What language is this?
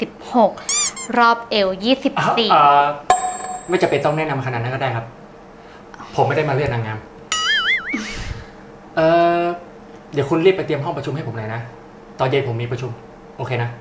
Thai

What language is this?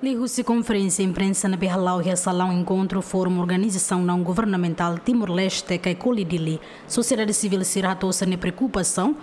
Tetum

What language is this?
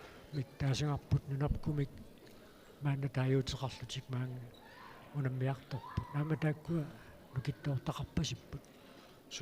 Kalaallisut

